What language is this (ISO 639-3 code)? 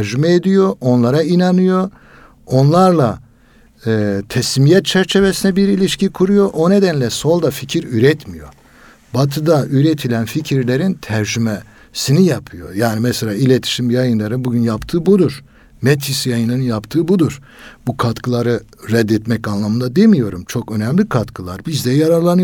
tur